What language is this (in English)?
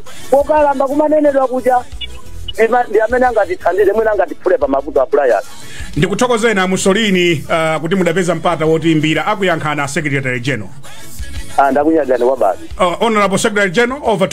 Nyanja